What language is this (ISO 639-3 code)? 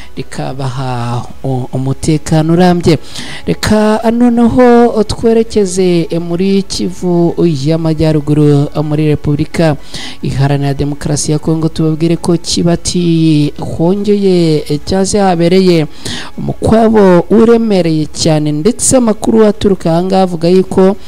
kin